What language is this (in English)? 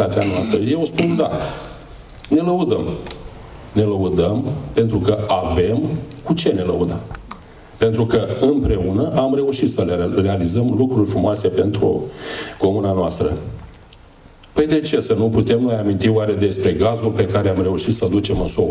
Romanian